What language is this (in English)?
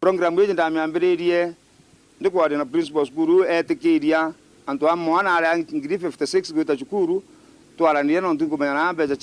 Meru